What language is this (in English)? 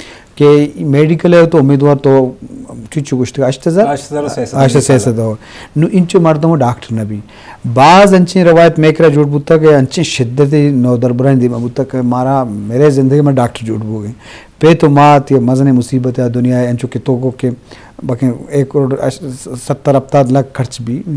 Eastern Balochi